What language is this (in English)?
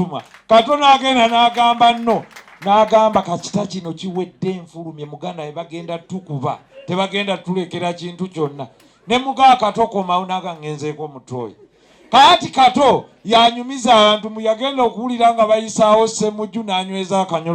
Ganda